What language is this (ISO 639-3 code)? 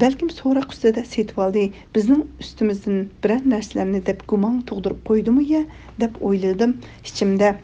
uig